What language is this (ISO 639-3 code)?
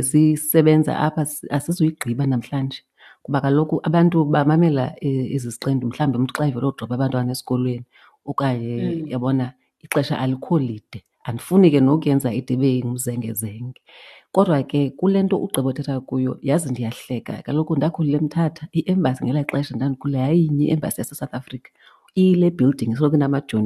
xho